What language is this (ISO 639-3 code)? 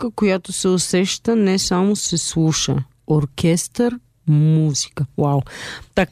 bul